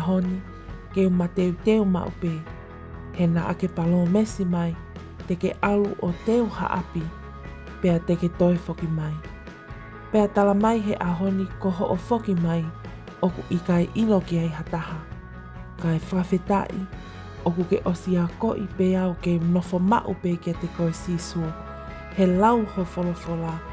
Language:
Tongan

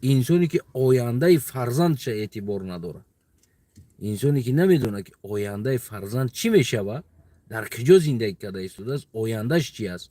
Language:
Tajik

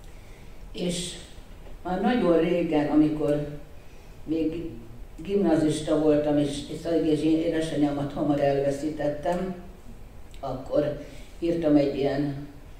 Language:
Hungarian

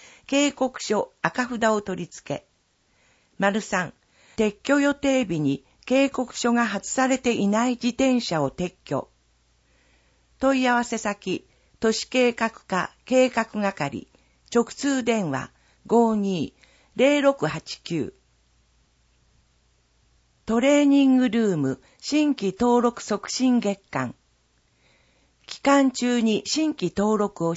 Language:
Japanese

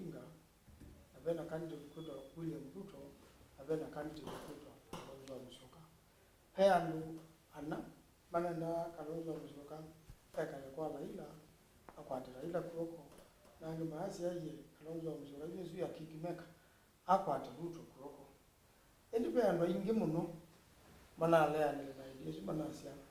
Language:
Kamba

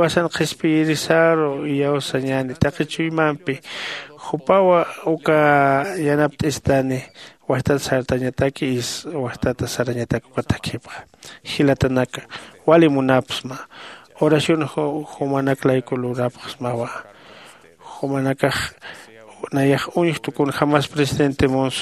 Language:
Aymara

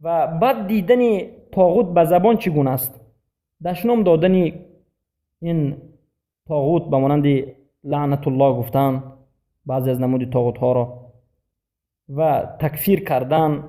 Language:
Persian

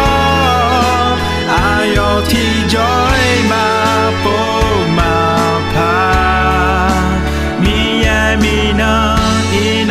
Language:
Akha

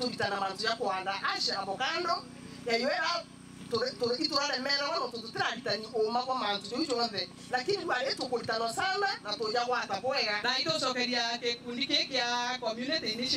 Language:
Meru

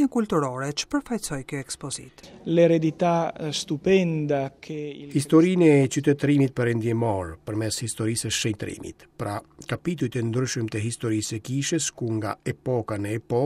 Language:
Albanian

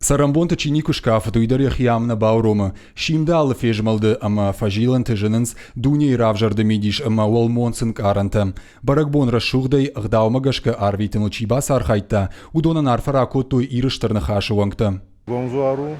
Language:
Ossetic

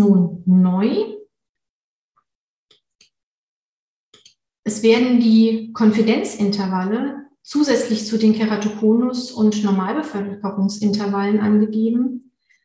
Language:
German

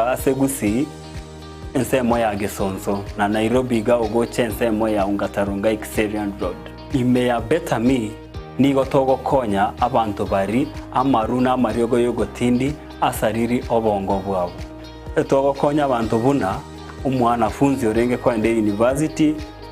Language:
Gusii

